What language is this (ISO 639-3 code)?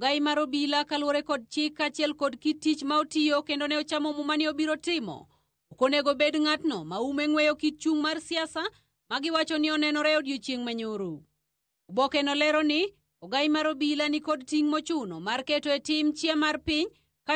luo